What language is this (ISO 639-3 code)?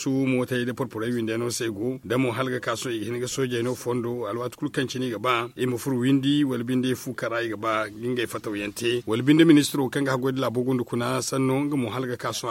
dje